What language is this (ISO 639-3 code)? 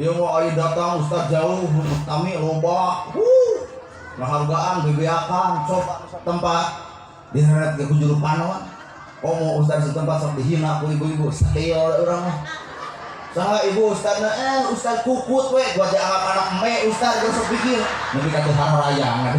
sun